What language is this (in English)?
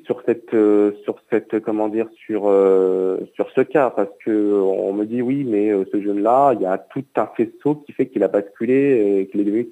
French